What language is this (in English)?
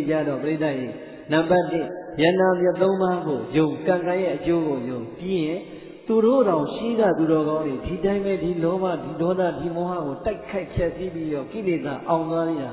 Burmese